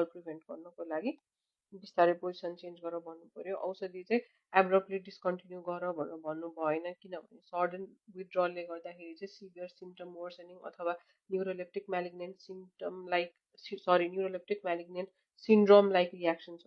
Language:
Nepali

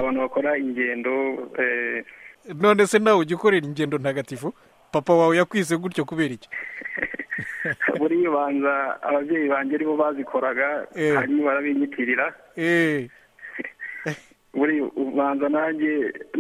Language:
Kinyarwanda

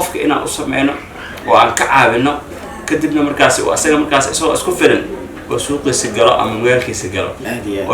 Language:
Somali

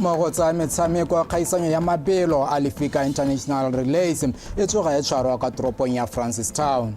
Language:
Tswana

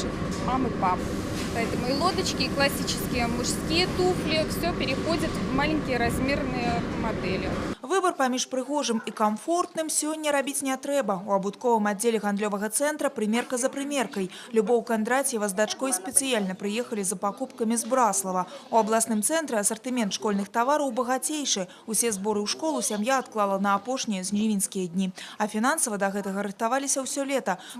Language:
Belarusian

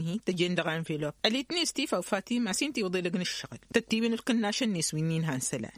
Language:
Tamasheq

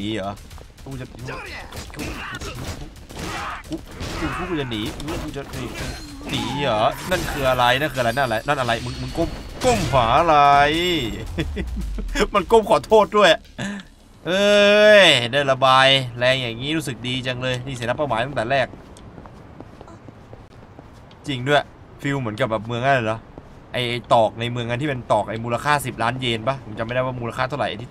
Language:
Thai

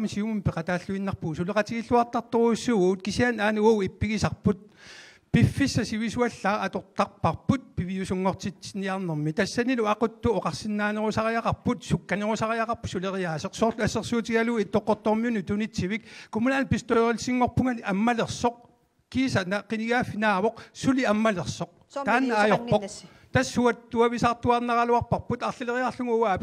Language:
Kalaallisut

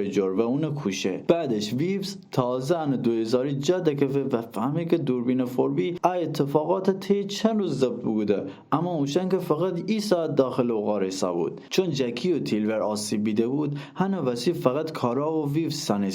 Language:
Gilaki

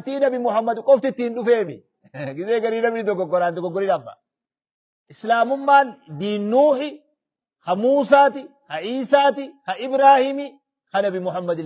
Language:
Oromo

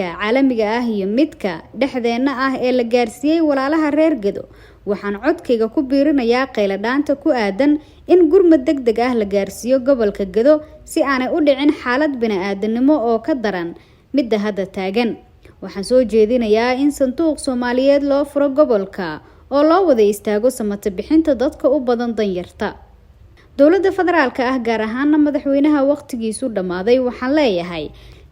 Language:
Somali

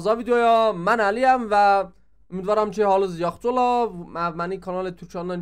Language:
South Azerbaijani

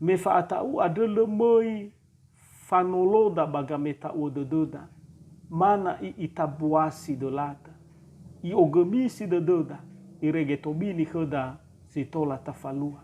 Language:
Nias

